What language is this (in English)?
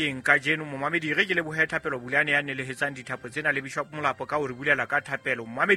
Southern Sotho